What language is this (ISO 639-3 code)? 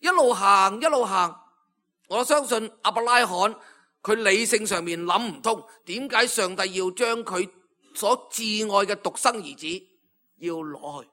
yue